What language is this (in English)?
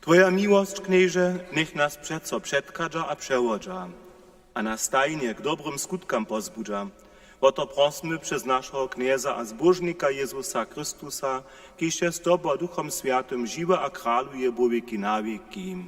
Upper Sorbian